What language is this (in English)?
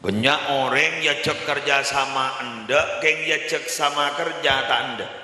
Madurese